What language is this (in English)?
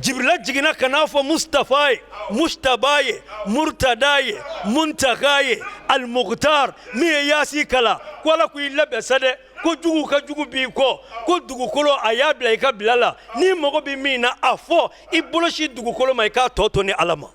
Bambara